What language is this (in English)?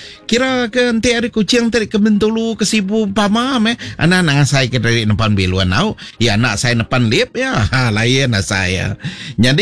Iban